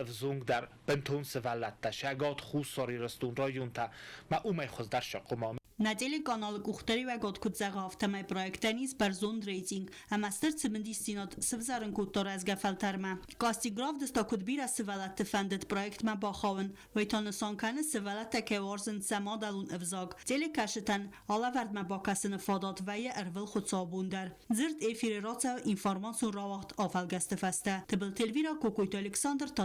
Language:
Ossetic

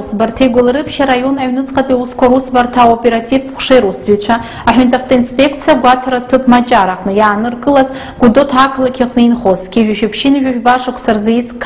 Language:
Abkhazian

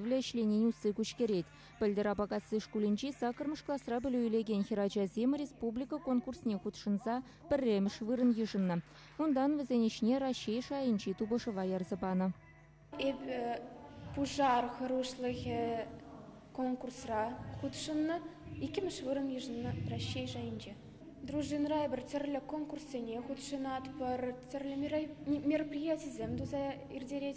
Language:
Chuvash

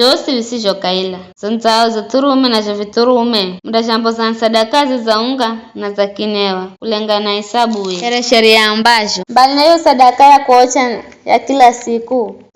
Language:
Giryama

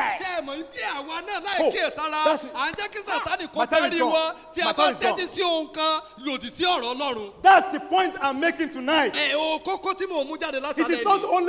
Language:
Yoruba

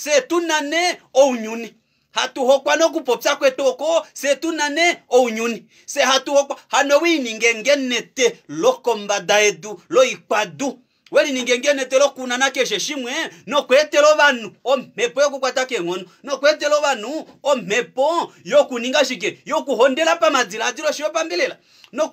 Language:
Kuanyama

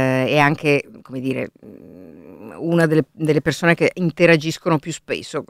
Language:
Italian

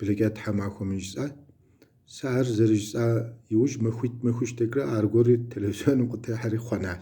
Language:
Kabardian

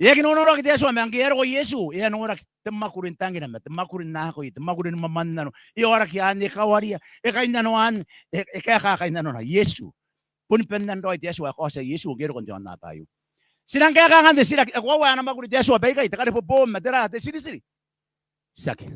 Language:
Gilbertese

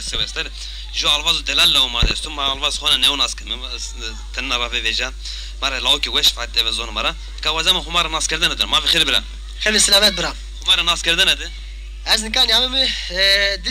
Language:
Zaza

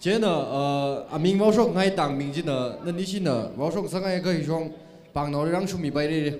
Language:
Tangkhul Naga (India)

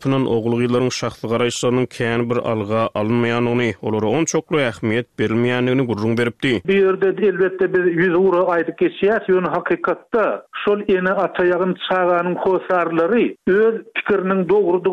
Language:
Turkmen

